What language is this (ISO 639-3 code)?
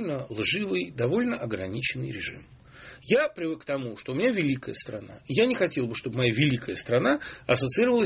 rus